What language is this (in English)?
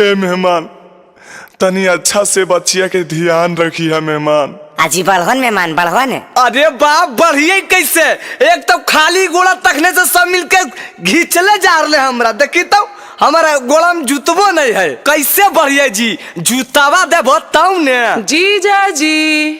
Magahi